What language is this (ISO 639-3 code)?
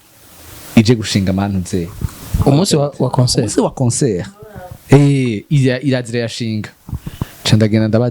run